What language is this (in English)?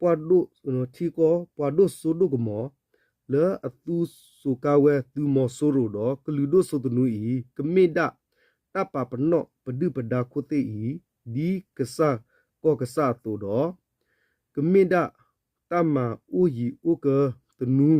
S'gaw Karen